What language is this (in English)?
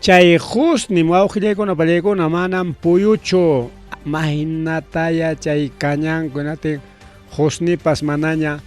Ayacucho Quechua